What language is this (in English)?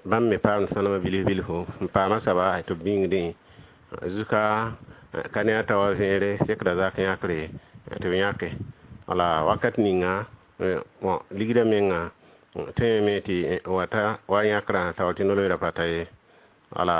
Mossi